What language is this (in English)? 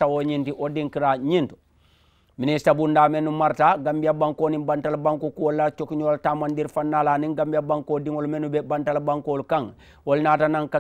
Mandingo